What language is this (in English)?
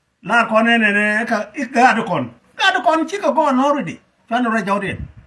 Nuer